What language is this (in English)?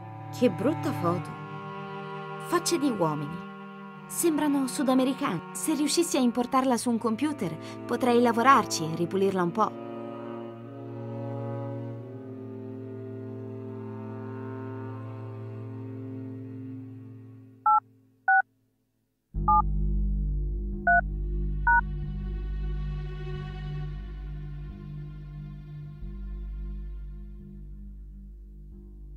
Italian